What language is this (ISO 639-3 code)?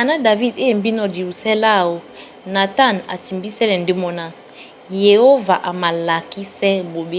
dua